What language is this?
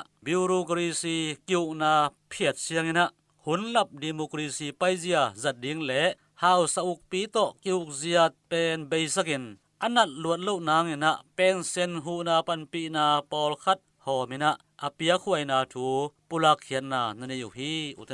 Tedim Chin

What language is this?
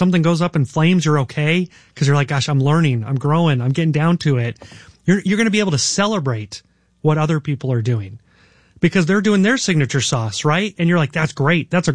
English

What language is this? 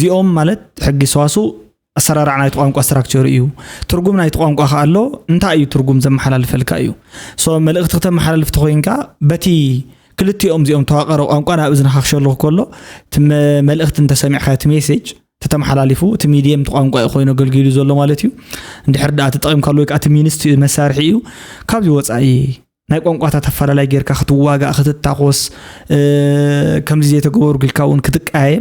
Tigrinya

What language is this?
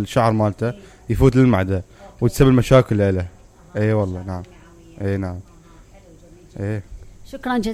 Mesopotamian Arabic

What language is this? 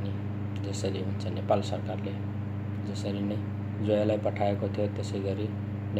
Nepali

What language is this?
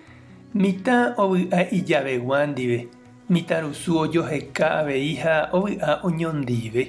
Guarani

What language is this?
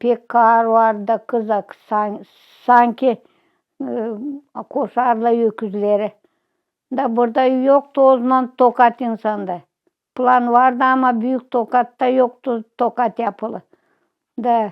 Gagauz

